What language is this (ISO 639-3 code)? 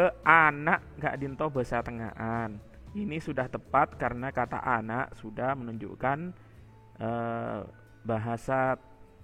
mad